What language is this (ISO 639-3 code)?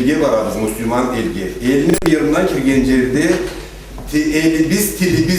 krc